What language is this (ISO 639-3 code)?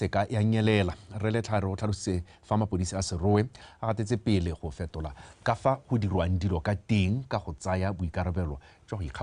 tsn